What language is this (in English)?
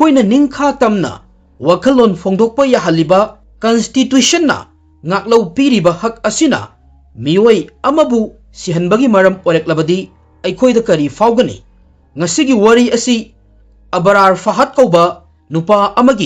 Manipuri